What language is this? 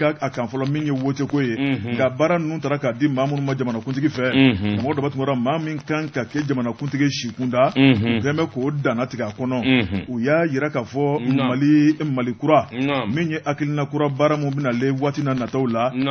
Bambara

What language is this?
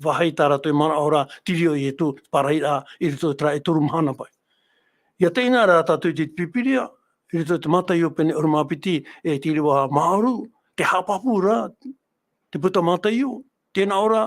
Tahitian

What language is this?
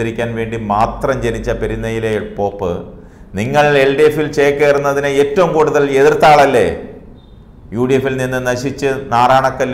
Malayalam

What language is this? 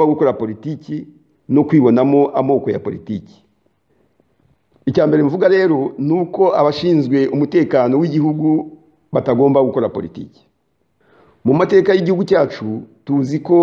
Kinyarwanda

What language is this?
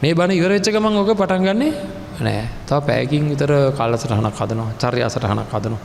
Sinhala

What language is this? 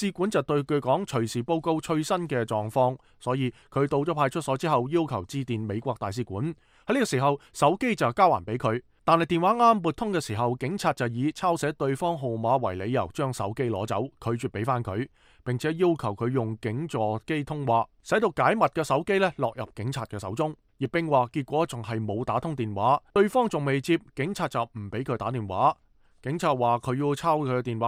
Cantonese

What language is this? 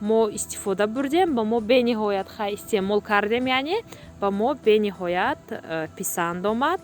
Tajik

